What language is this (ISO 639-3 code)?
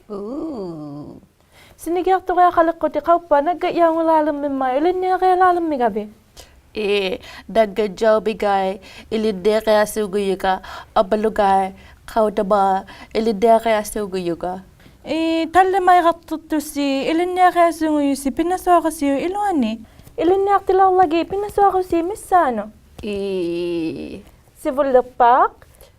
iku